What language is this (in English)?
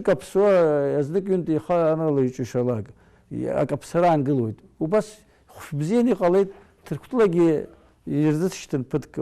Abkhazian